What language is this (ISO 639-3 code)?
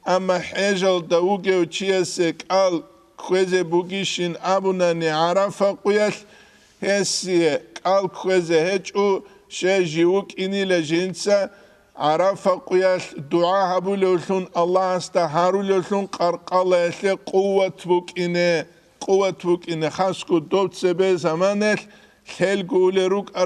ava